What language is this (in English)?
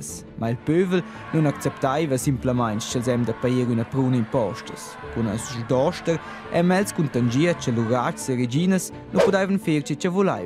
Romansh